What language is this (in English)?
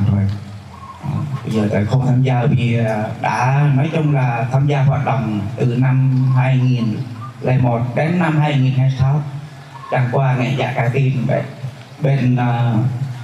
Vietnamese